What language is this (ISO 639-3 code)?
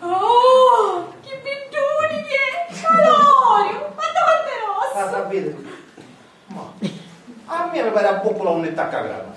scn